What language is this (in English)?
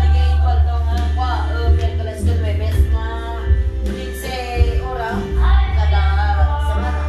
Iloko